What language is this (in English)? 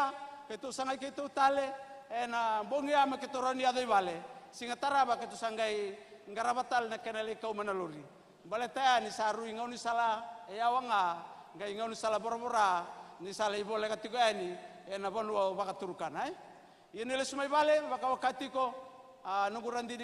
Fijian